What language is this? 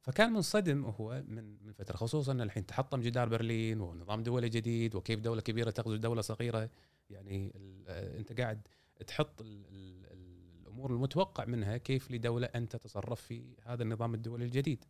Gulf Arabic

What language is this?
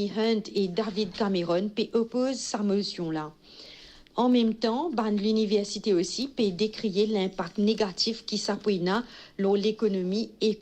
Morisyen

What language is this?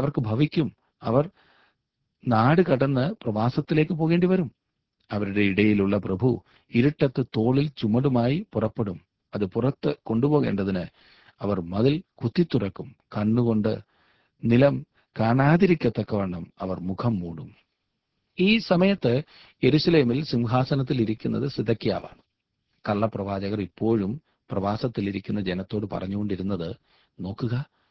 Malayalam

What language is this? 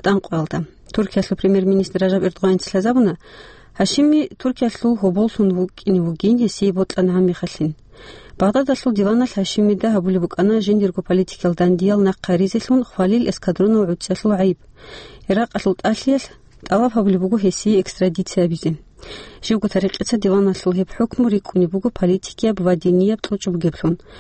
Avaric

